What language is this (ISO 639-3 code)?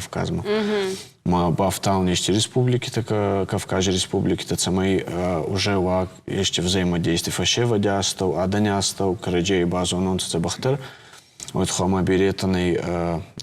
oss